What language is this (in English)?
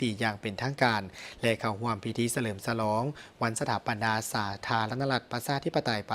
Lao